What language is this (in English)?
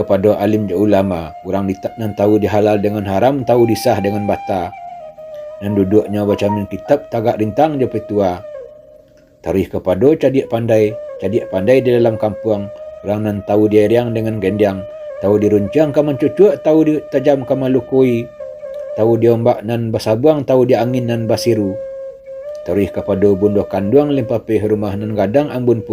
Minangkabau